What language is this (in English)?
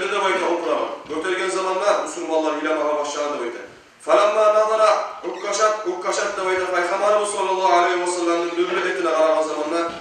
Kumyk